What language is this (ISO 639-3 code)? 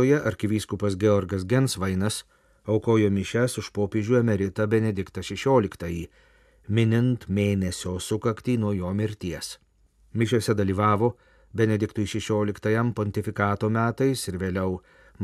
lit